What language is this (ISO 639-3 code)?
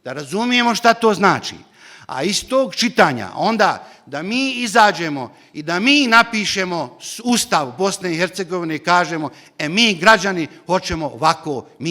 bos